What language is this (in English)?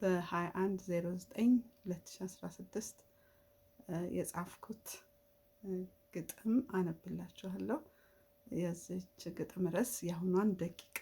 Amharic